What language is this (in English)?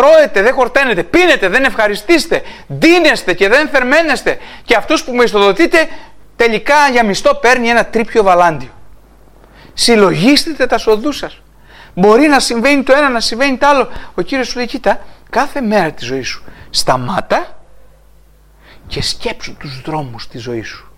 Greek